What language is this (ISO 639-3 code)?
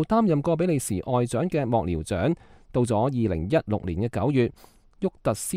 yue